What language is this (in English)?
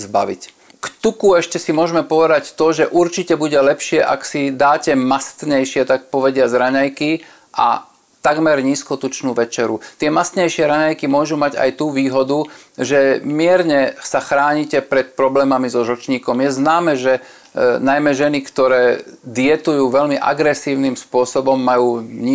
Slovak